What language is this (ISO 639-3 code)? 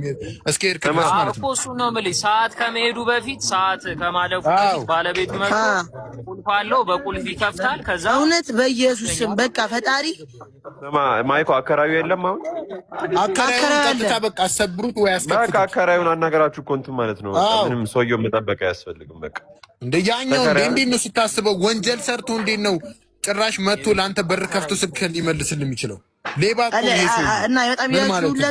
amh